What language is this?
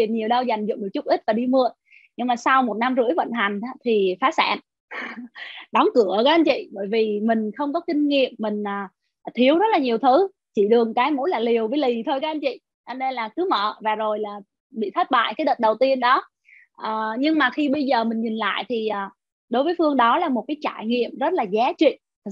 Vietnamese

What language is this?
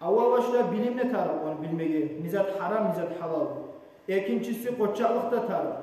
Kumyk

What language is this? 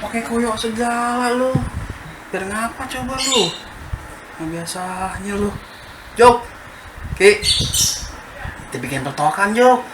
Betawi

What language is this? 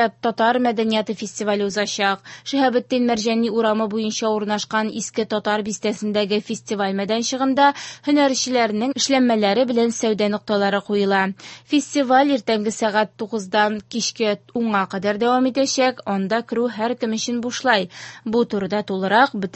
Tatar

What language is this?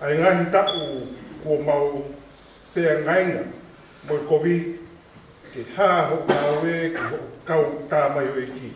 Tongan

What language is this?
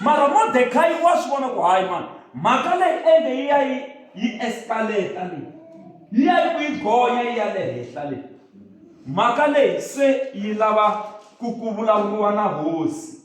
Tsonga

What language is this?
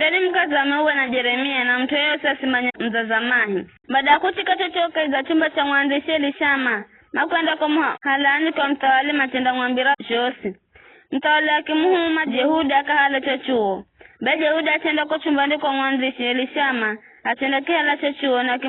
Giryama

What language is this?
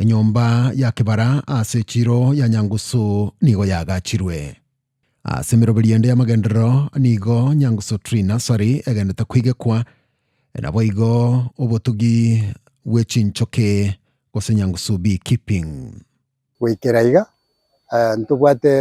Gusii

